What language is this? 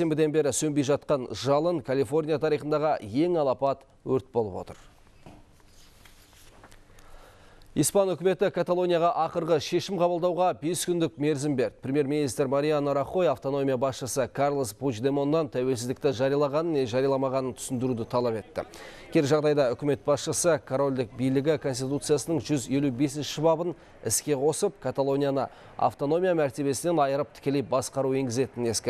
Kazakh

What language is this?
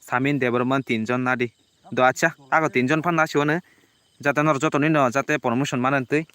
Kok Borok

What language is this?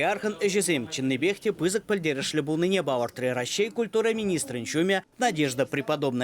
Chuvash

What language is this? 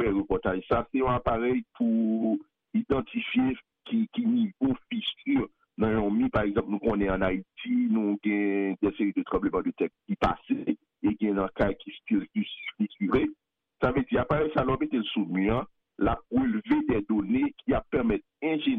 Haitian Creole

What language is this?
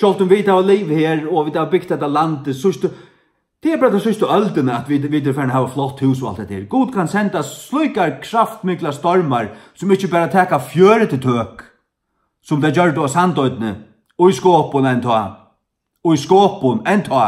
Faroese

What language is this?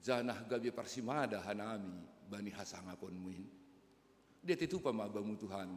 Batak Simalungun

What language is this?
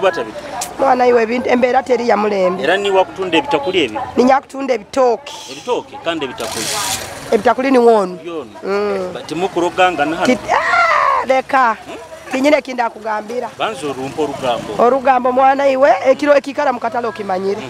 Nyoro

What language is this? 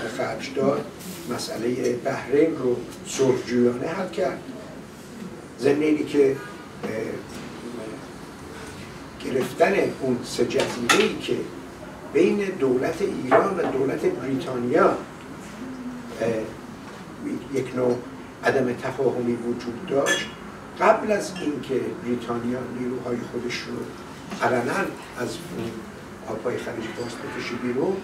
Persian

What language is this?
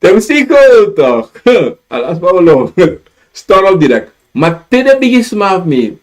Sranan Tongo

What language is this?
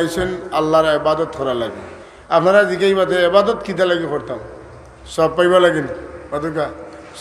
Sylheti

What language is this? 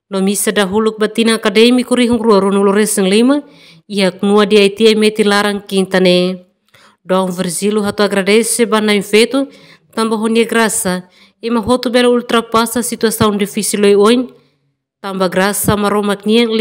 Tetum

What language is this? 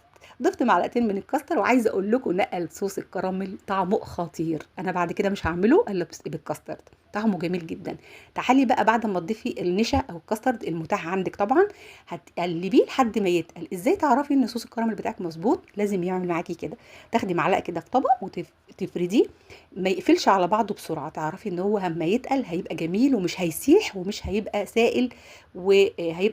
Egyptian Arabic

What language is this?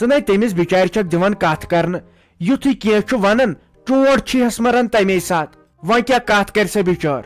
Kashmiri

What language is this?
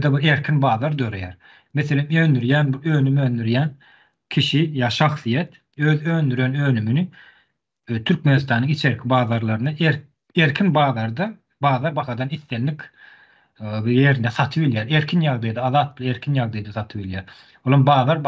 Turkmen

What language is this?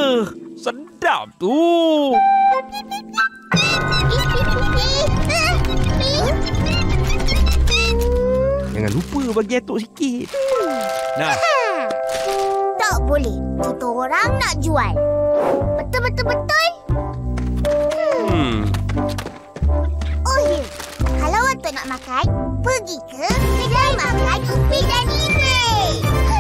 Malay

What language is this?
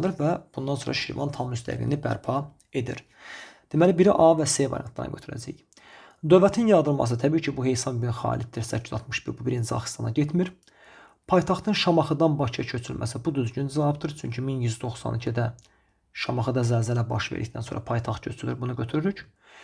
Azerbaijani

